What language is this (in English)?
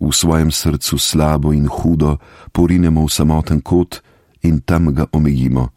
Slovenian